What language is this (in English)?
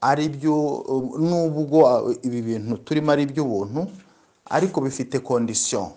Kinyarwanda